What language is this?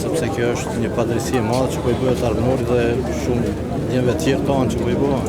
Albanian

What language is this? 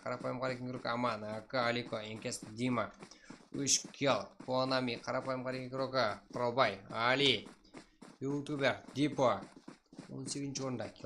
Kara-Kalpak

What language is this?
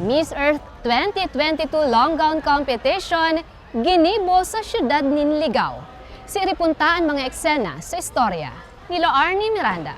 Bikol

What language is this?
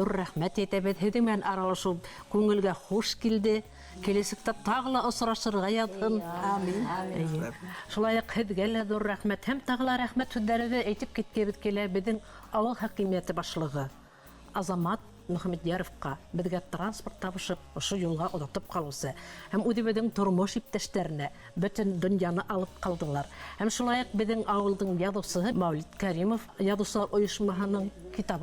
Bashkir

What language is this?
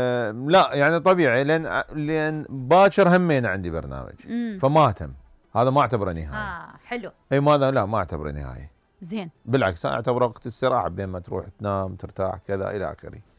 Mesopotamian Arabic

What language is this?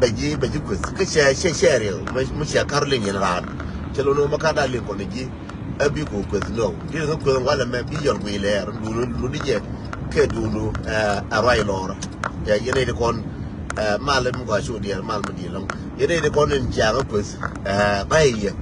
Nuer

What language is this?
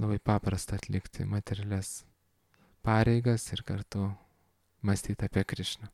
Lithuanian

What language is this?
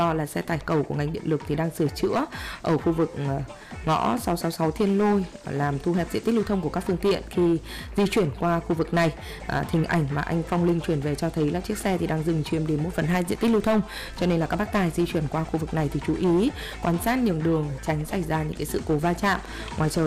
Vietnamese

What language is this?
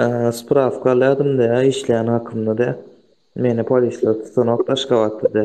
Turkmen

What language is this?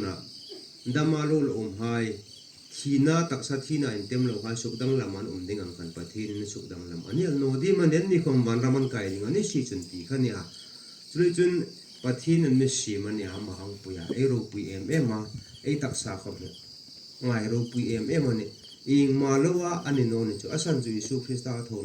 Hmar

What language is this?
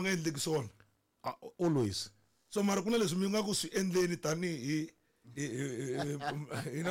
Tsonga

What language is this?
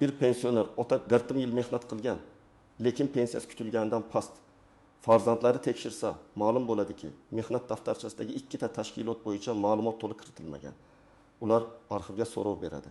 Uzbek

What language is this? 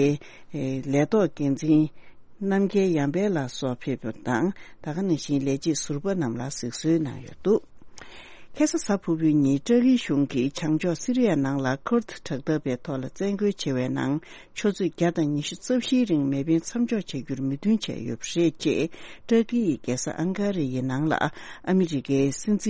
Tibetan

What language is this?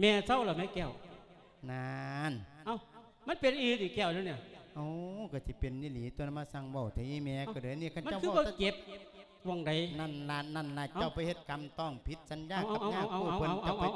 Lao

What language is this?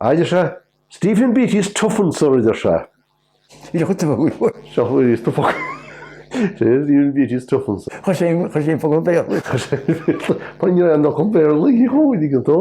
Irish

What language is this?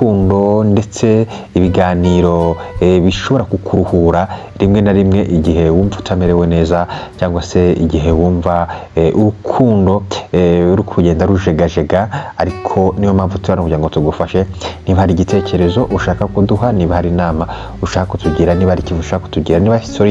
Kinyarwanda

